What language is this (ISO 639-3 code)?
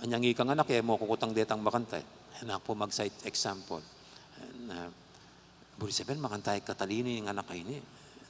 pam